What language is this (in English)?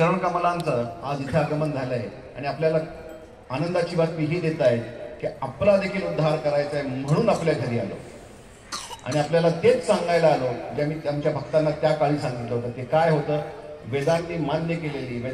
Marathi